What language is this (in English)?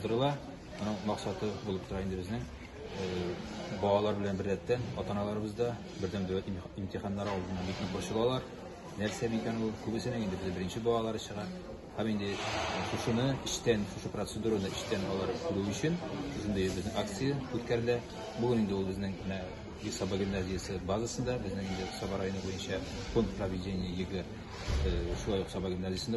Tatar